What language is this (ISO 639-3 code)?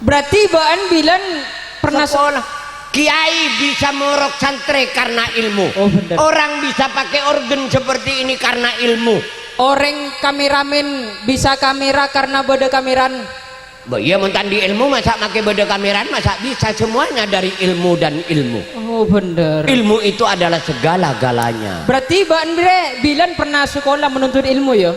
mad